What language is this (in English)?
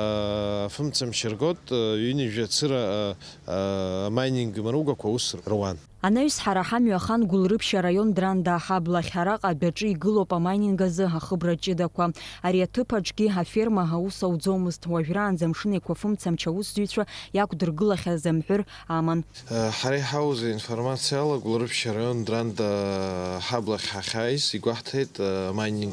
Abkhazian